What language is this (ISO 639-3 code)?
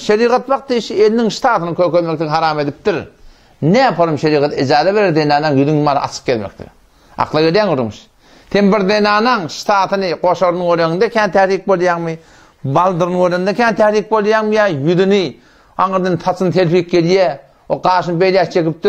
tuk